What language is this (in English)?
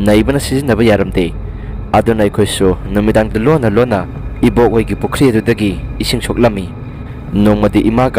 Manipuri